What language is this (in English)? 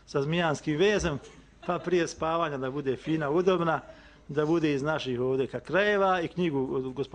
Croatian